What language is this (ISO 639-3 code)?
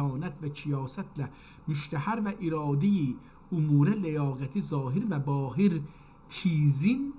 azb